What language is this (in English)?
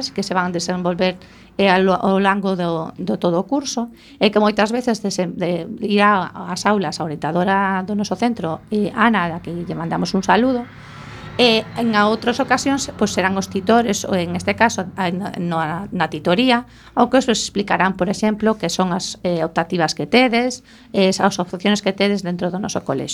Galician